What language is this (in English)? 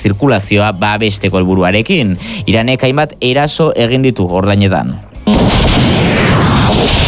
Basque